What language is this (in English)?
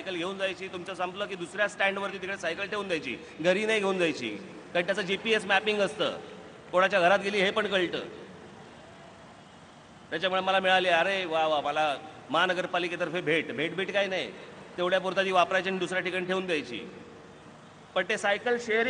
Marathi